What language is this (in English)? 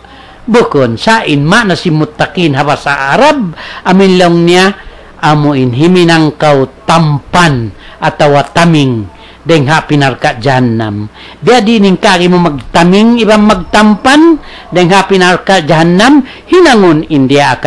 Tausug